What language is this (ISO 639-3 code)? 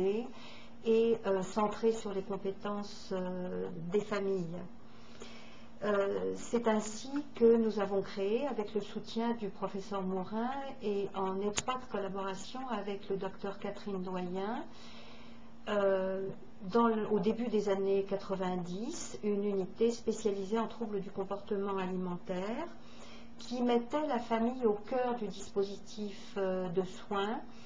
fra